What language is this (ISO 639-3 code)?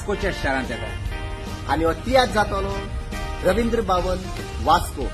kok